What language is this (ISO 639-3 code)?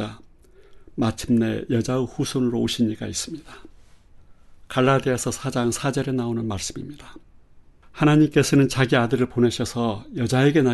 kor